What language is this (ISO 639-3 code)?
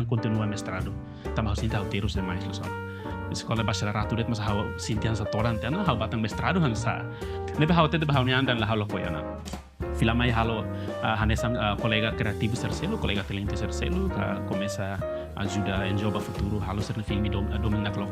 tet